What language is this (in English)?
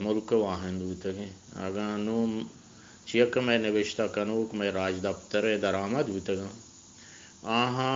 Eastern Balochi